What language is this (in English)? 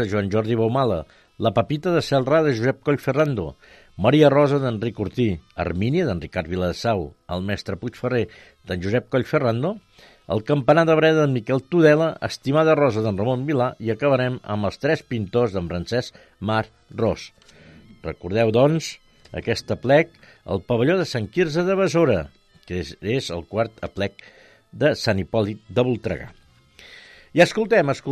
Catalan